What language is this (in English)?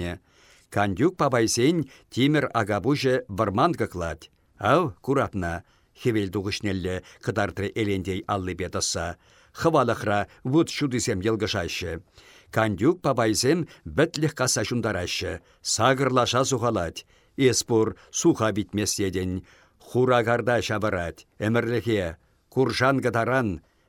Chuvash